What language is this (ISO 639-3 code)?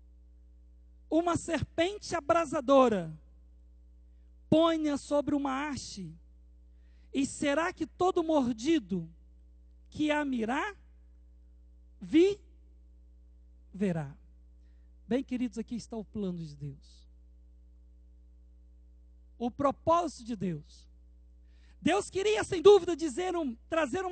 por